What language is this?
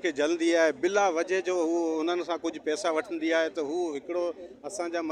Sindhi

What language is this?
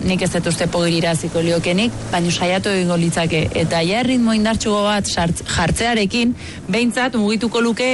Basque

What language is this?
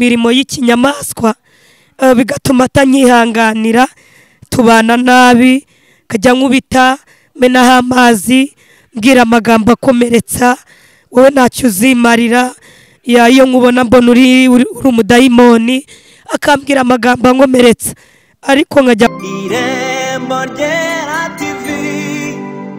Kinyarwanda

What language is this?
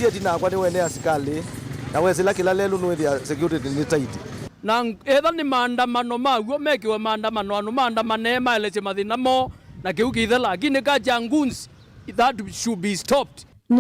Kamba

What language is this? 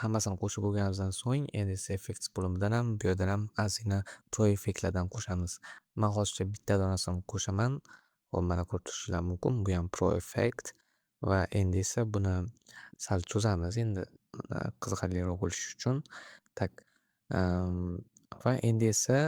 Uzbek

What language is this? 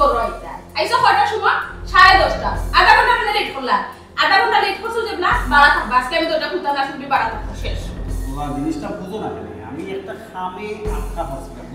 Sylheti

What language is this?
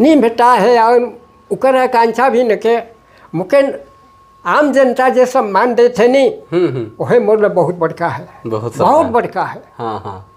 Sadri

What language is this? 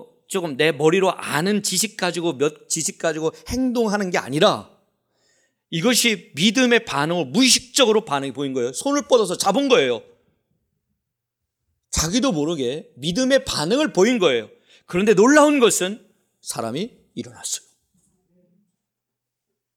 Korean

